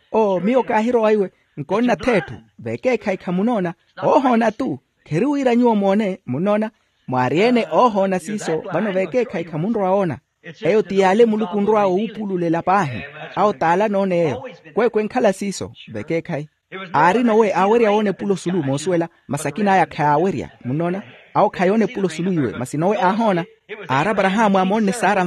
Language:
Makhuwa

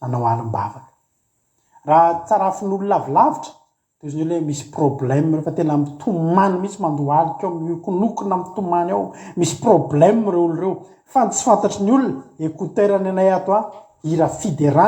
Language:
Malagasy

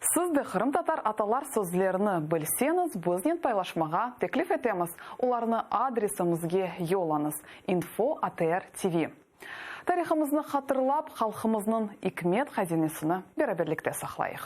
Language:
Crimean Tatar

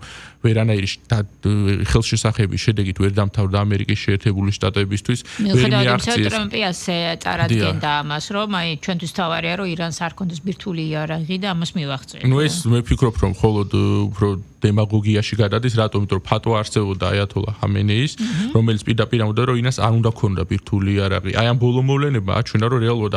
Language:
Georgian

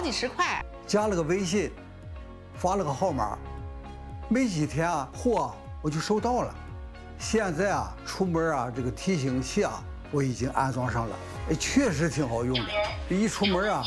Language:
Chinese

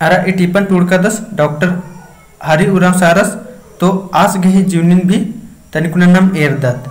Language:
Kurukh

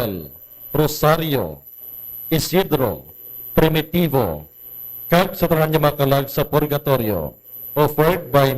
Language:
Hiligaynon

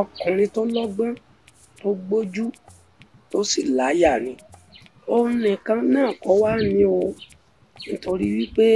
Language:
Yoruba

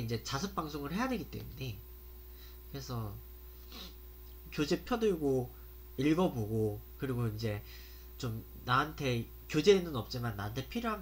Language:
Korean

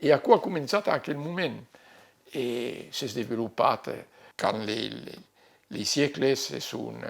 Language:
Occitan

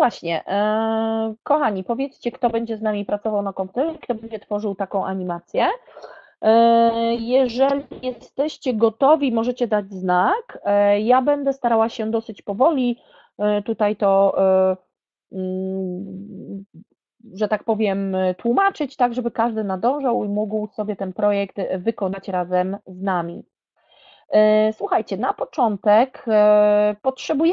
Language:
Polish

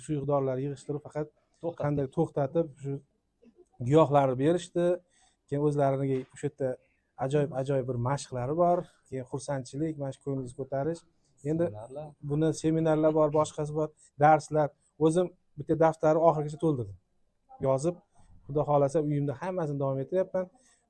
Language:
Uzbek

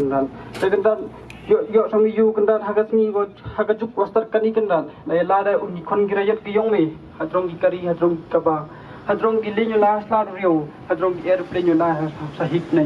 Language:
Khasi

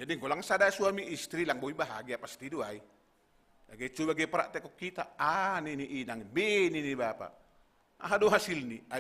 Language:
Batak Simalungun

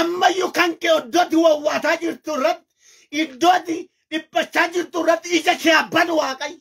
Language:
Oromo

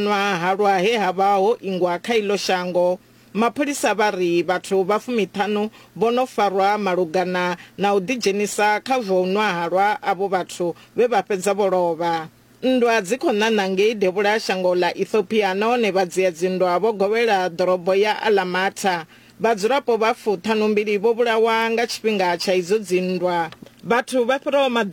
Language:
Venda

